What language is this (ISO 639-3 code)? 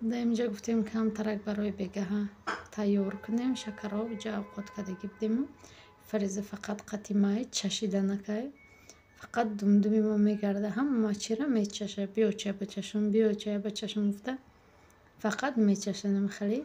tgk